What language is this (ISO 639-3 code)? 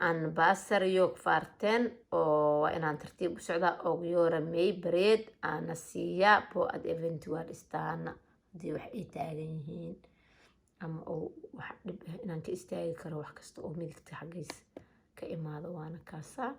som